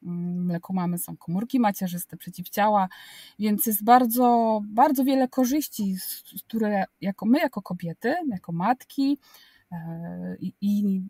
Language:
Polish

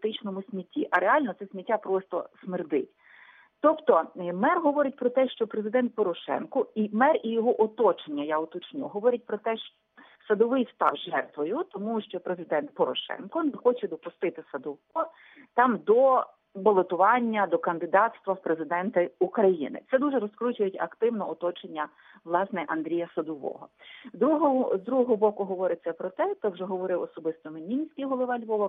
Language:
Ukrainian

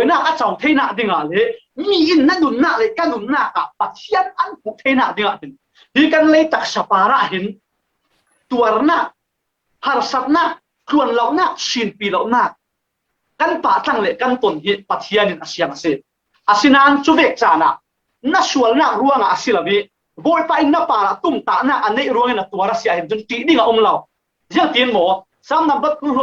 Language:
Falam Chin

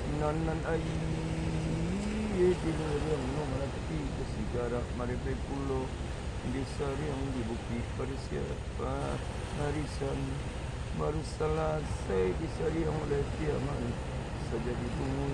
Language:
Minangkabau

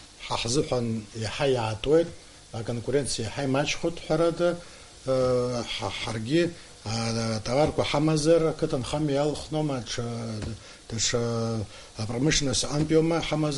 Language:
Abkhazian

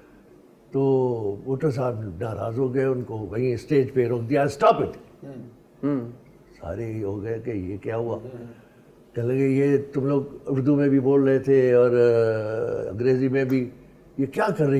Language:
Urdu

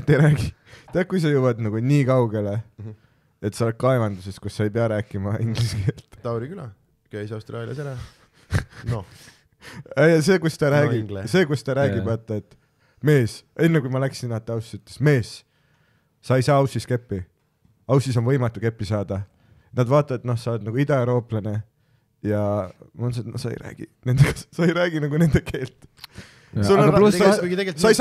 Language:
Estonian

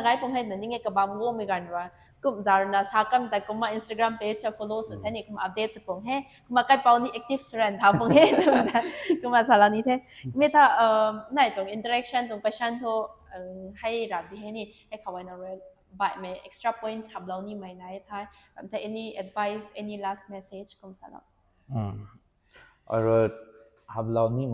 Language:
Rongmei Naga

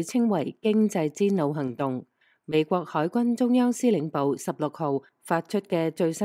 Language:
Cantonese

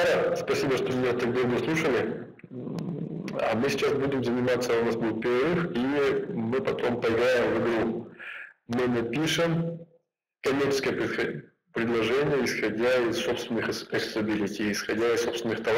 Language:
Russian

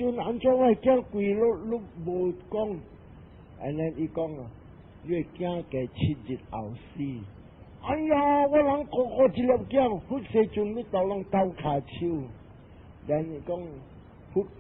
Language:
Min Nan Chinese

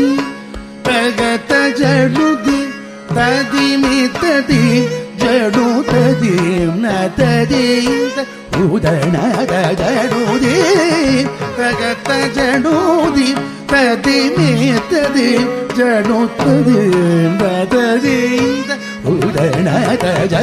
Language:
Tamil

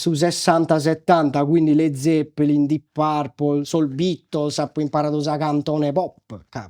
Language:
Sardinian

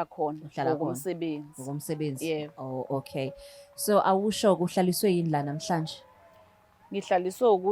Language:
Zulu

